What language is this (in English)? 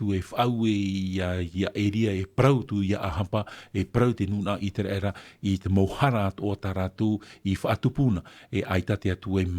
Tahitian